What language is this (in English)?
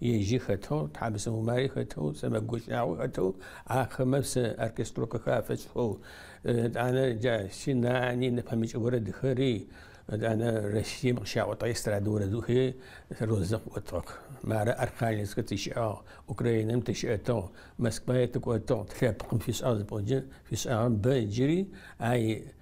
Adyghe